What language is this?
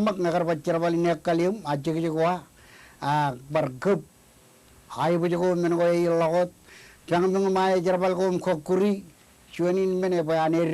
Marshallese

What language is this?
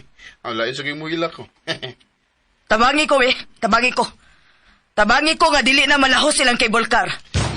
Cebuano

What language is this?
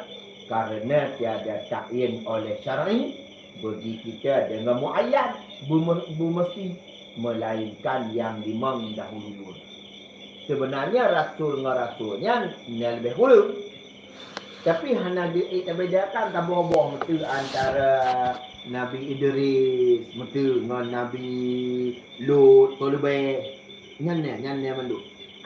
Achinese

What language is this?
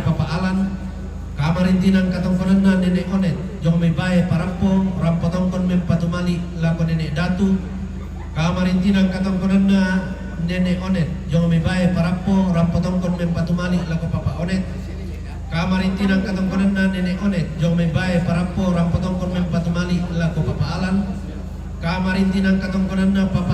Toraja-Sa'dan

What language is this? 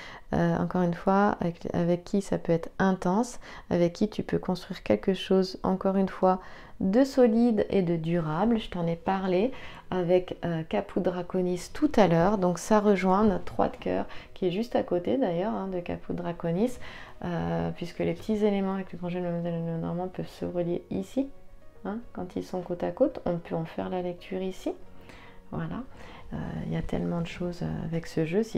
French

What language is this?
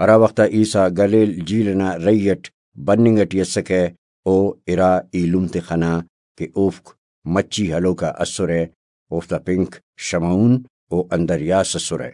Brahui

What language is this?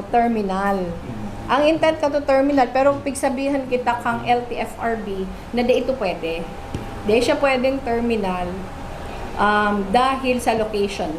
Bikol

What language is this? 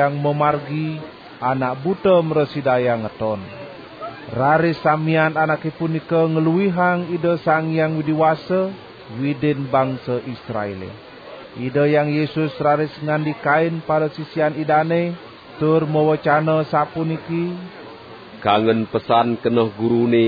Balinese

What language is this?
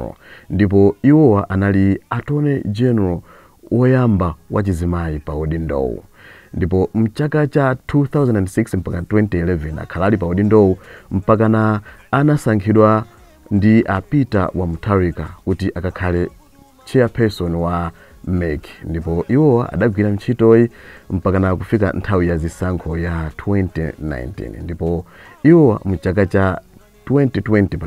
Nyanja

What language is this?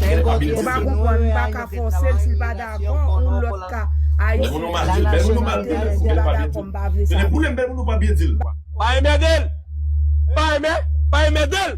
Haitian Creole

